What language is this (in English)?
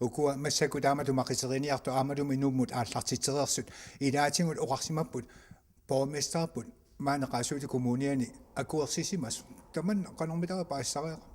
Kalaallisut